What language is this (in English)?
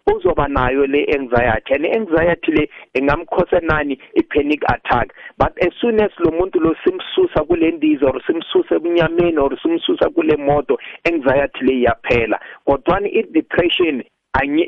South Ndebele